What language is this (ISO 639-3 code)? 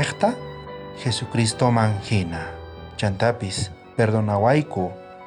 quh